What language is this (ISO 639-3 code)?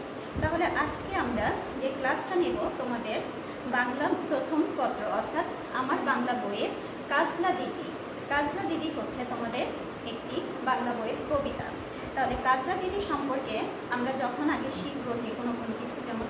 ben